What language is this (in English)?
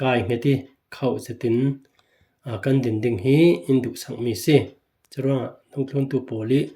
Falam Chin